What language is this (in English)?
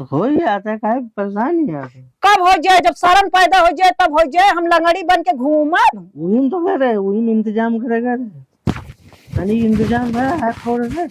Awadhi